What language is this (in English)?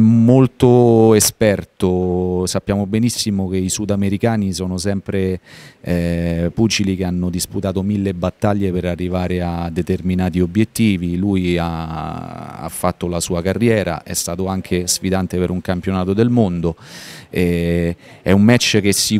Italian